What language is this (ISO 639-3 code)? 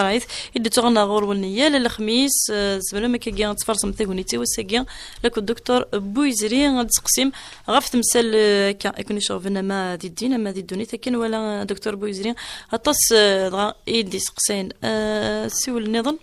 kab